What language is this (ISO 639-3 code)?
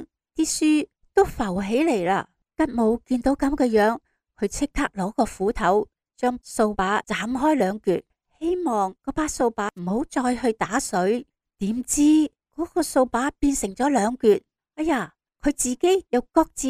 yue